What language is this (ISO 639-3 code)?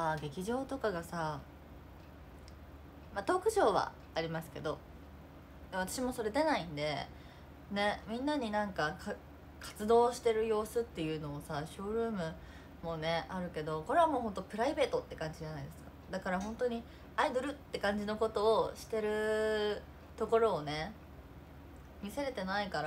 jpn